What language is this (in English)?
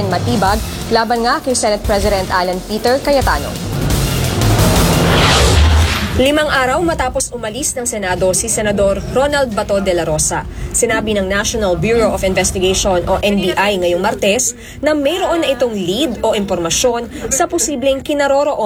Filipino